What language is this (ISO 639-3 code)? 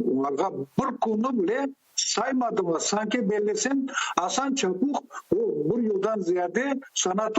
crh